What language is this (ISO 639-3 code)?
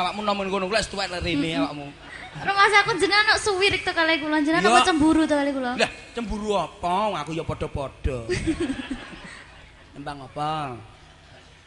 jav